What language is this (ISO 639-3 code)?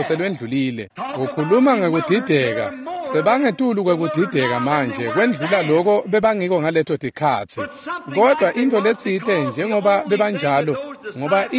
ssw